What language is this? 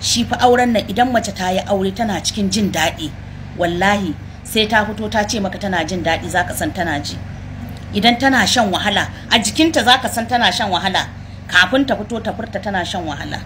Hausa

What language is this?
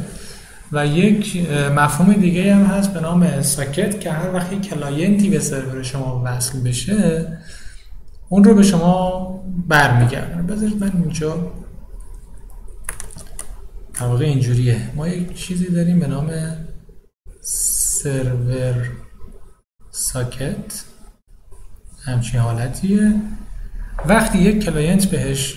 Persian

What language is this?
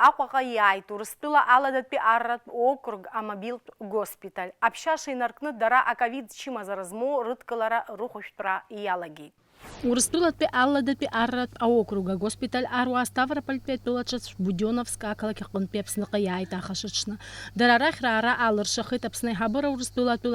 Abkhazian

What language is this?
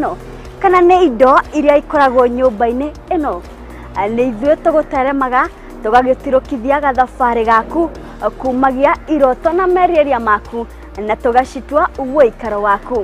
Kikuyu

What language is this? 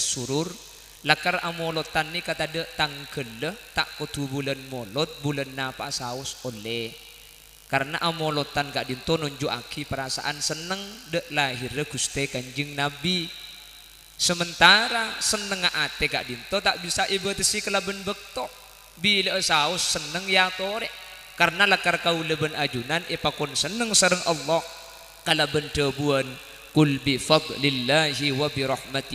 Madurese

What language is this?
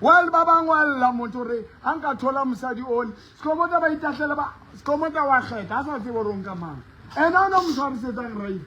Southern Sotho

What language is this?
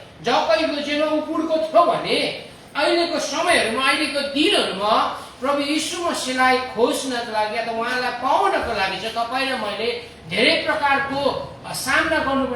Nepali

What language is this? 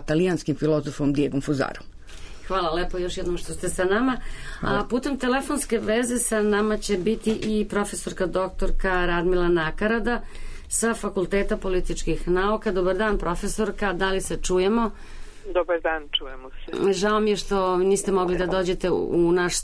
Serbian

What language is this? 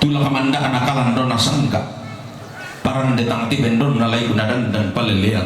Toraja-Sa'dan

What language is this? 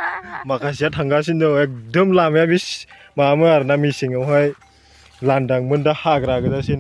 Bodo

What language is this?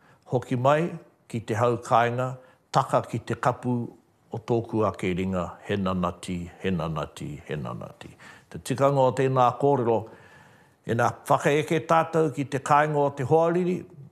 Māori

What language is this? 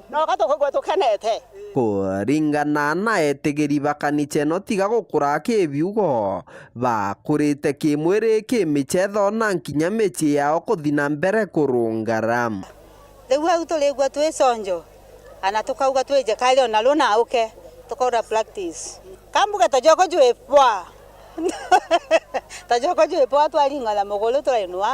Meru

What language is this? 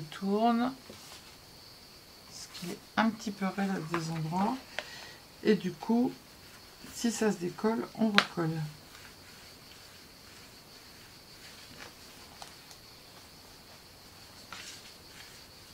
French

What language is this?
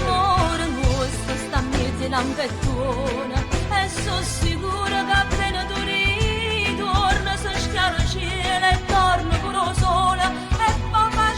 Neapolitan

